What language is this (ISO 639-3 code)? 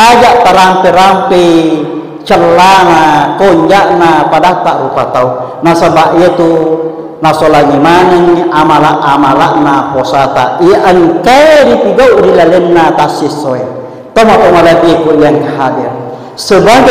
bug